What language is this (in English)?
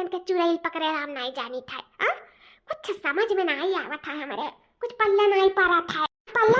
Awadhi